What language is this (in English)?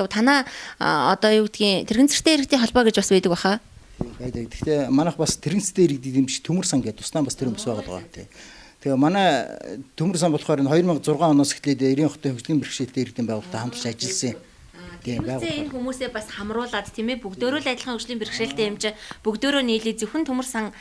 Mongolian